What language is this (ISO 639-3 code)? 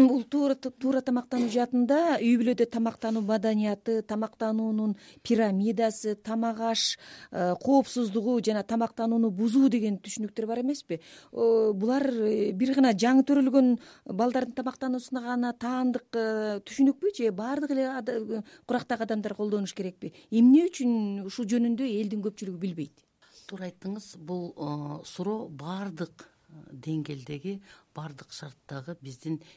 kir